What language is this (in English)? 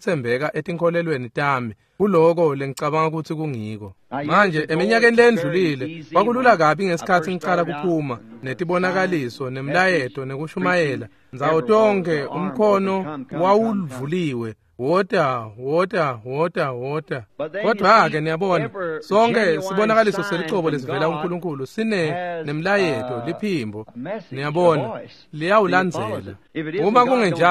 Swati